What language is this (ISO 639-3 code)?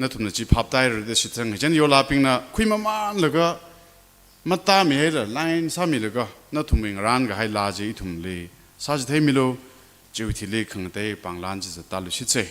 nmf